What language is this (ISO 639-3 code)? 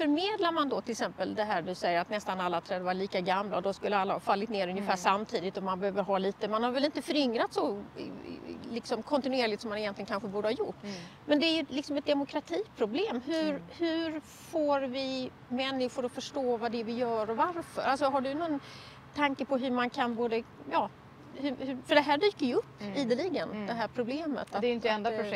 swe